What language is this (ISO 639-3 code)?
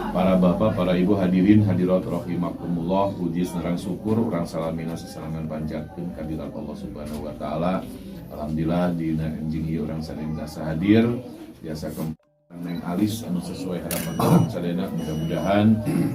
sun